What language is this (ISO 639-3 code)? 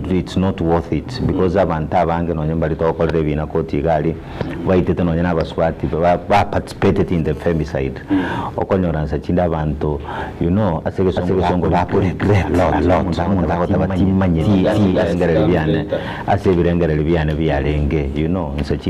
guz